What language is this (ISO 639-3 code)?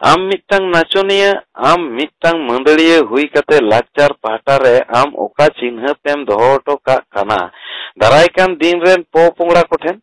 sat